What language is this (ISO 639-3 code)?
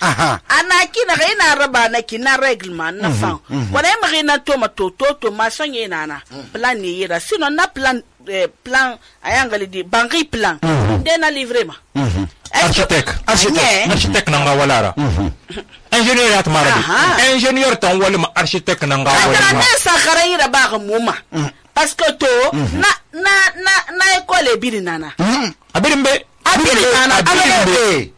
sus